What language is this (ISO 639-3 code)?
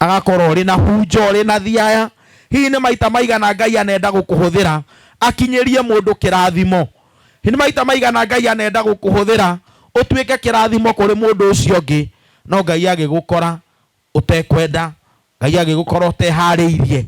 kik